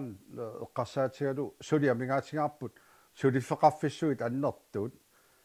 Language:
Kalaallisut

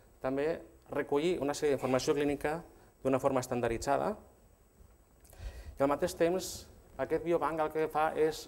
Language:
Catalan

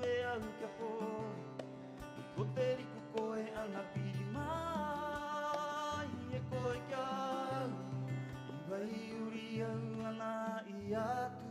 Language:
Rapanui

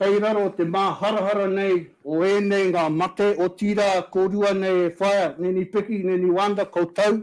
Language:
Māori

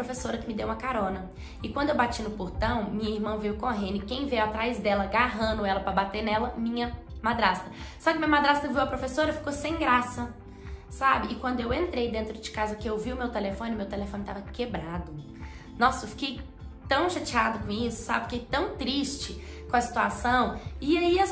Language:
Portuguese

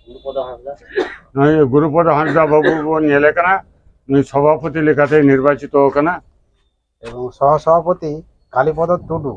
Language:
Santali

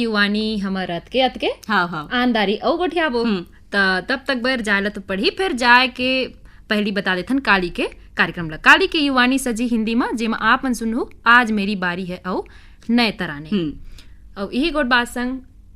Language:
Chhattisgarhi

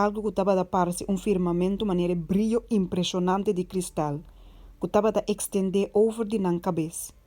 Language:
Papiamento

